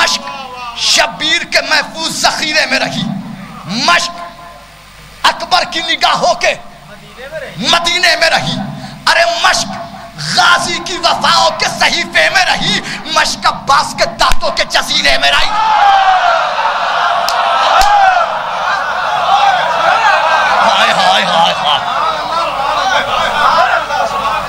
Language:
Urdu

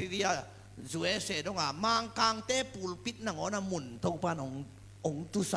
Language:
Tedim Chin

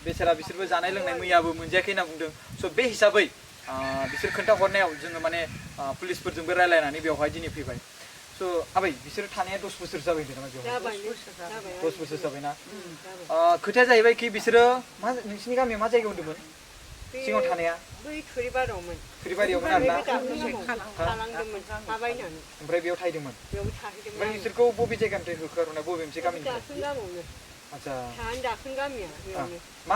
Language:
Bodo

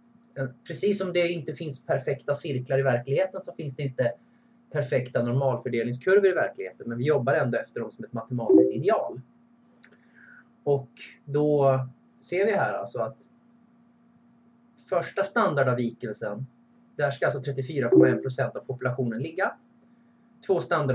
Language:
Swedish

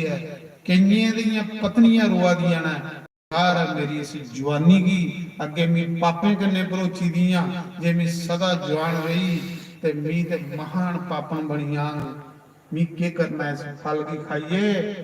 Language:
Dogri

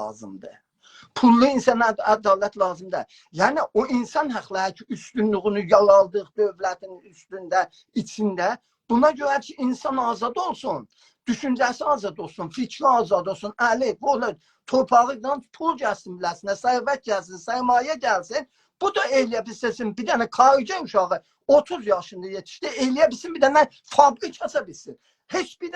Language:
South Azerbaijani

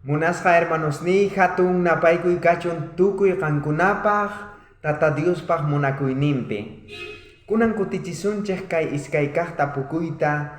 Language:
South Bolivian Quechua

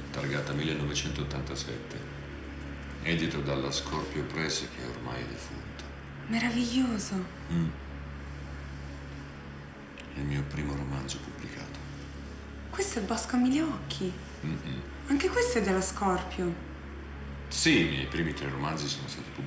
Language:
Italian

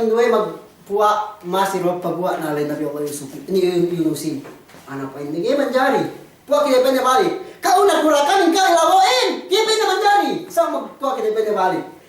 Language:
Yakan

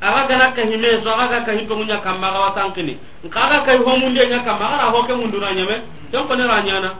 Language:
Soninke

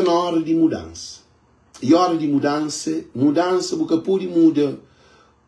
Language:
Kabuverdianu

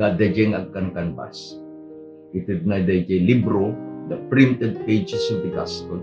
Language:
Iloko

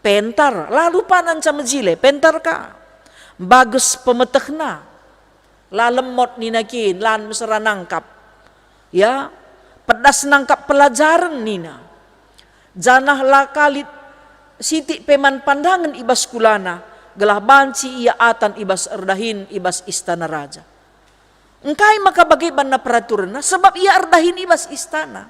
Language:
Batak Karo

